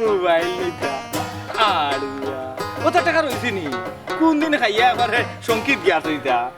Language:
Sylheti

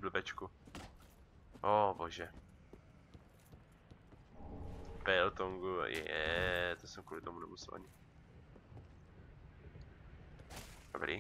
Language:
Czech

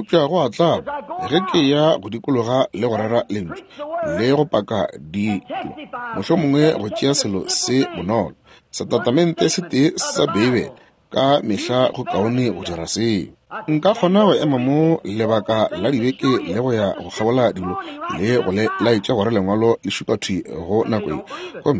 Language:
Northern Sotho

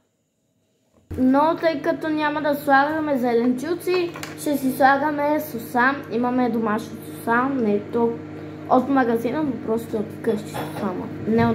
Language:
Bulgarian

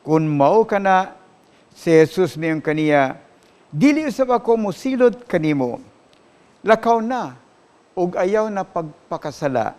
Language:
Cebuano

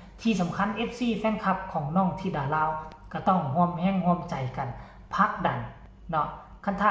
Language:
Northeastern Thai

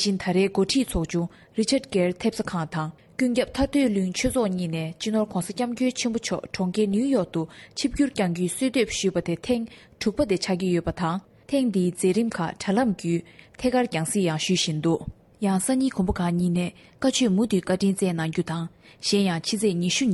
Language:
Tibetan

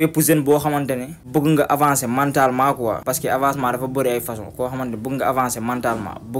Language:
Wolof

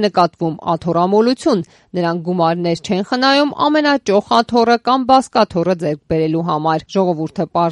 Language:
Armenian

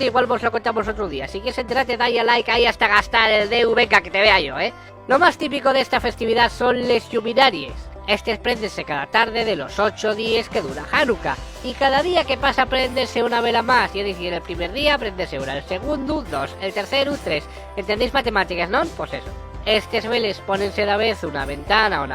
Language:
Asturian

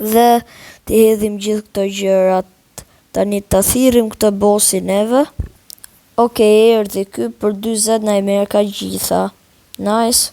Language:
Albanian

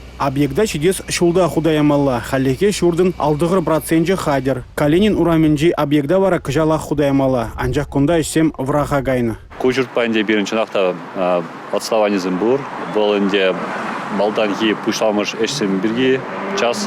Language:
Chuvash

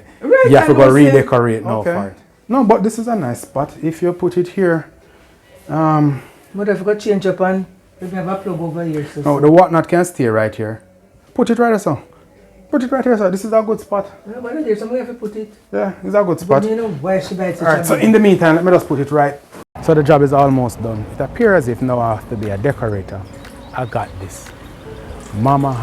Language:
Jamaican Creole English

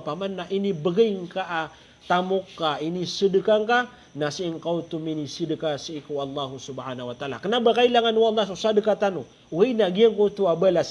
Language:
Maranao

